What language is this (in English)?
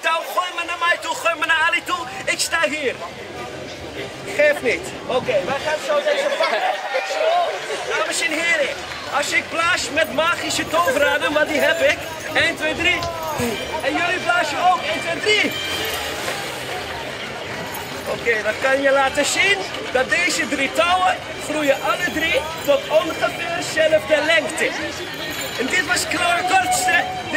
Dutch